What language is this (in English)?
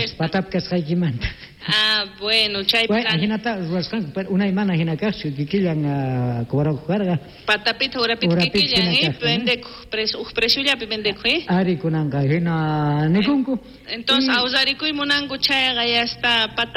South Bolivian Quechua